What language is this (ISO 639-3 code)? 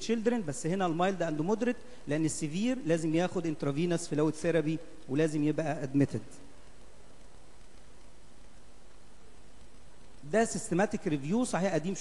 arz